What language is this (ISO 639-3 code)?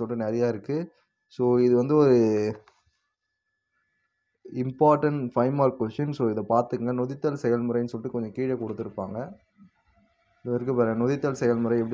tam